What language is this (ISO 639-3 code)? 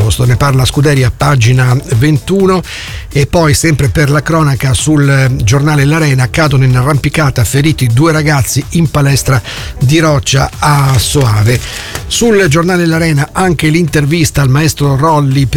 ita